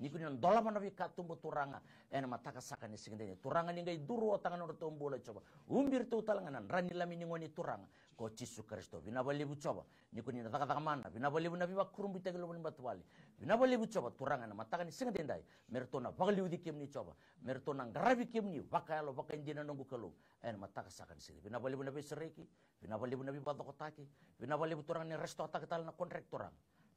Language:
Fijian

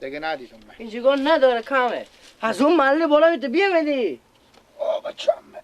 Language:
Persian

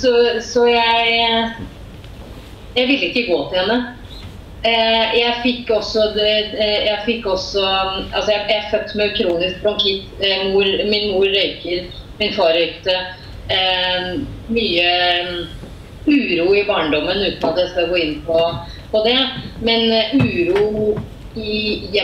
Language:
Norwegian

